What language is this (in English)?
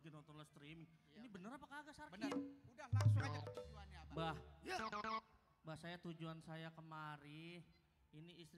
Betawi